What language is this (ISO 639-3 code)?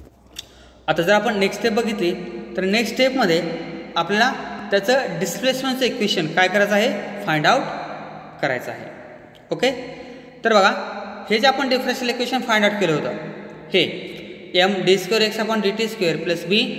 mar